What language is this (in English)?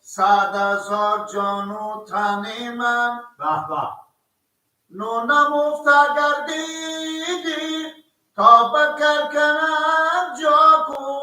Persian